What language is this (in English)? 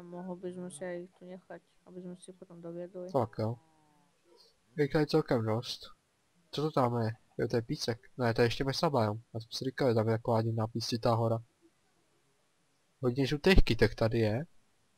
Czech